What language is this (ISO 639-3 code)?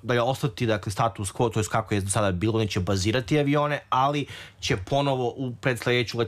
srp